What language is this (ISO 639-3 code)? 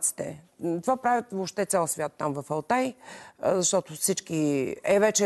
bul